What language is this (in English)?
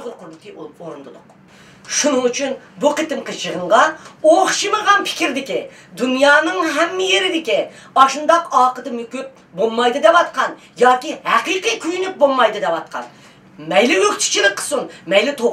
Uyghur